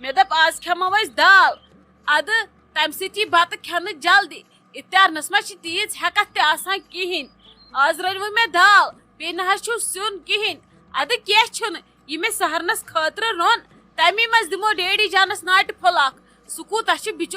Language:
Kashmiri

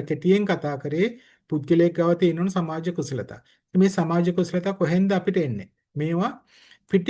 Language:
Sinhala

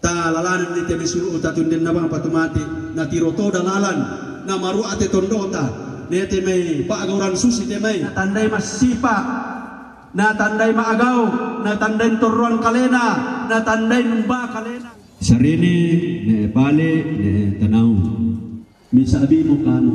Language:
Toraja-Sa'dan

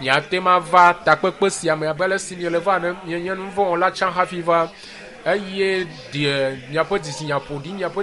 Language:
Ewe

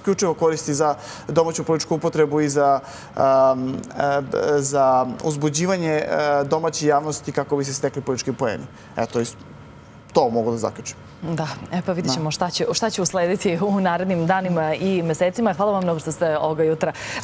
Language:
Serbian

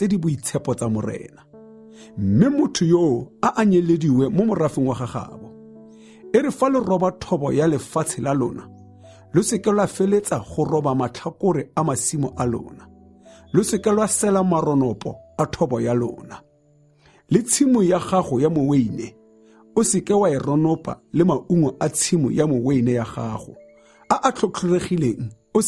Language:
Tswana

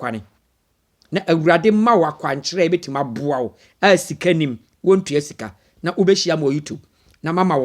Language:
Akan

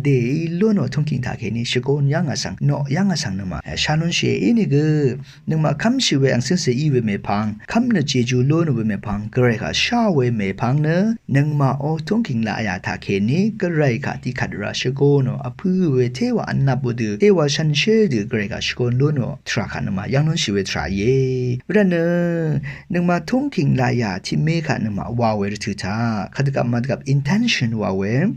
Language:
Rawang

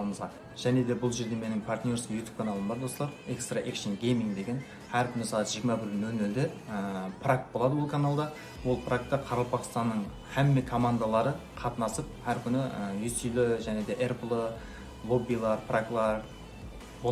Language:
Kara-Kalpak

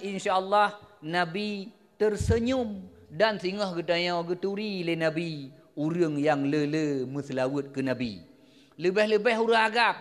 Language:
Achinese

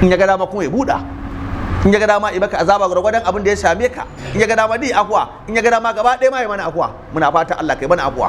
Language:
Hausa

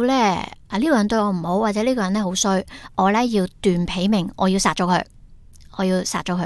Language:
Cantonese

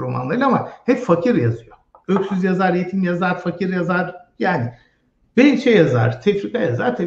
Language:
Turkish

